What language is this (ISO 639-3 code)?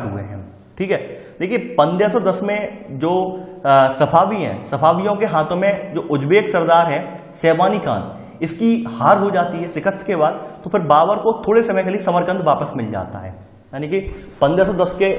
hin